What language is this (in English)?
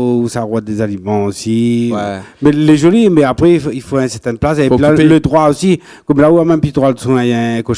Réunion Creole French